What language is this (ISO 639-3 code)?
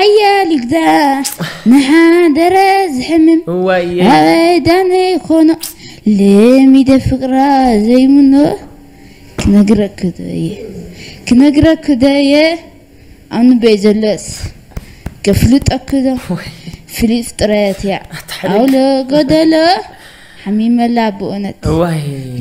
tir